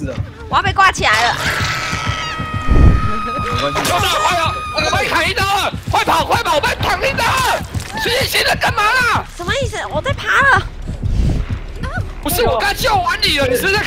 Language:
Chinese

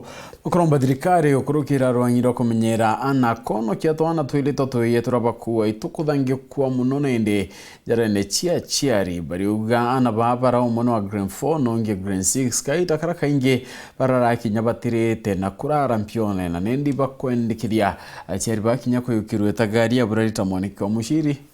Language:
Meru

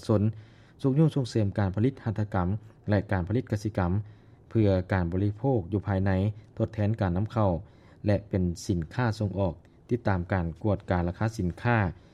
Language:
Lao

